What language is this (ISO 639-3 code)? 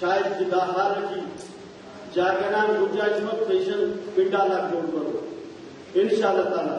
brh